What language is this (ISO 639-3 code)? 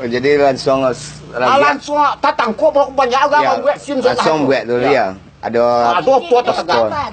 min